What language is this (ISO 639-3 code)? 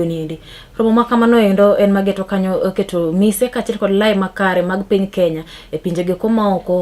luo